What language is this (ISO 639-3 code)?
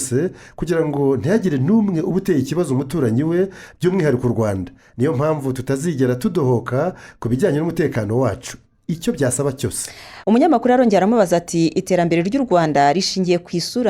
kin